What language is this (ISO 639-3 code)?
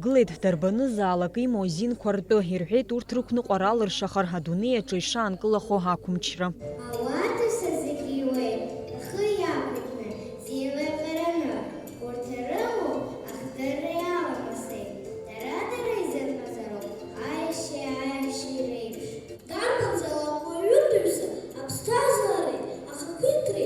abk